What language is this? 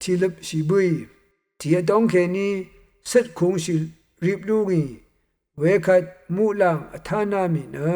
Rawang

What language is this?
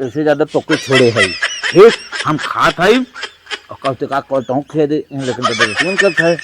Awadhi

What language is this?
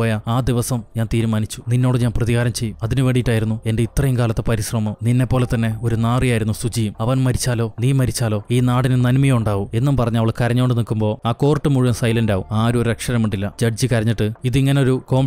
Malayalam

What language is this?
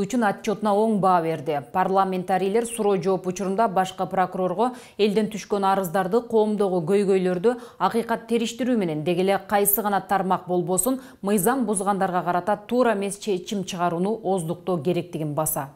Kyrgyz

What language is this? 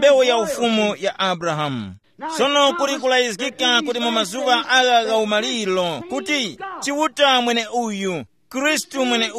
Tumbuka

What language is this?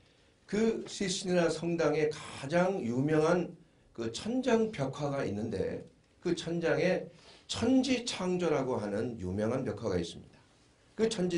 Korean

